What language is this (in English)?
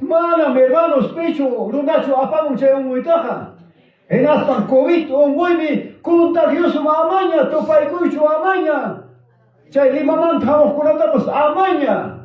Ayacucho Quechua